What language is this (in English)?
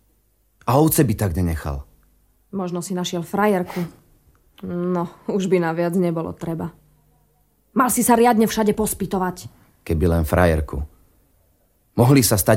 Slovak